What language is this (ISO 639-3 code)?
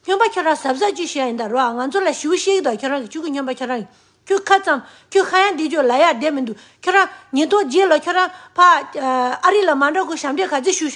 bod